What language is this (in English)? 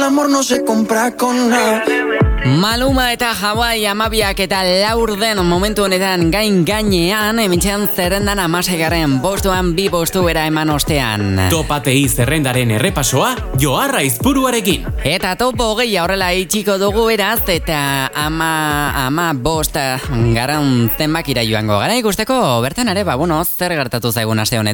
Basque